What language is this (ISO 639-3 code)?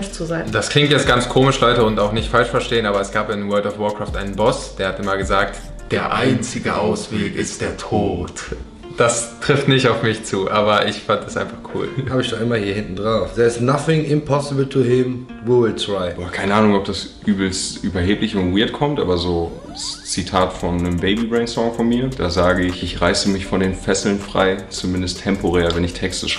gsw